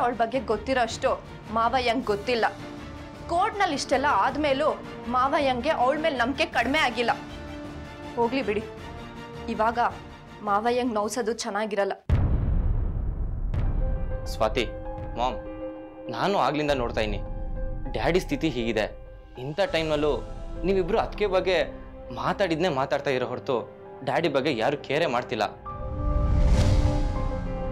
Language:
Kannada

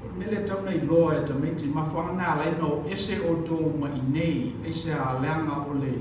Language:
Samoan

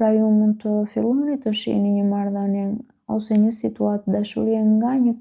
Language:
Albanian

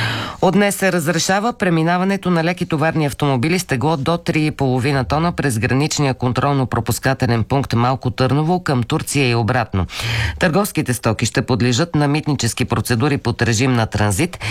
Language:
Bulgarian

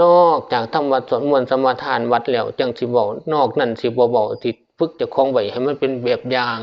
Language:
Northeastern Thai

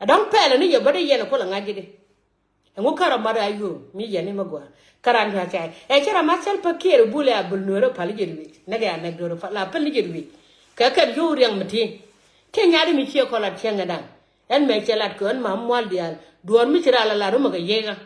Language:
Nuer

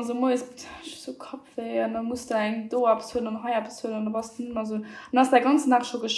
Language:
Luxembourgish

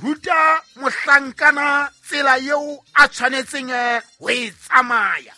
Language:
Southern Sotho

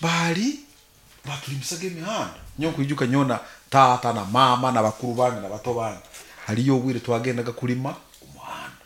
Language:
Nyoro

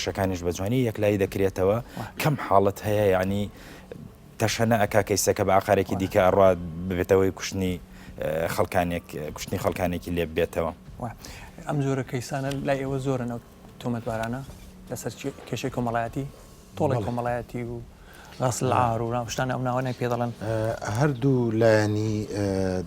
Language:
Central Kurdish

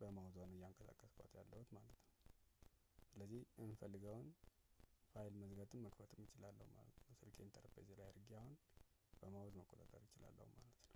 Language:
Amharic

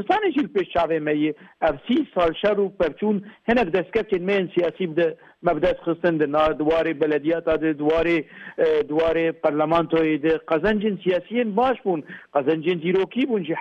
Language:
Kurdish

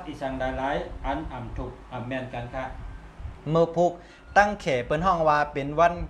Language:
Shan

